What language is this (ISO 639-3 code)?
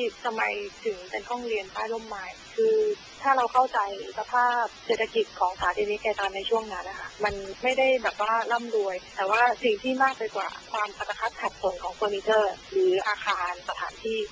tha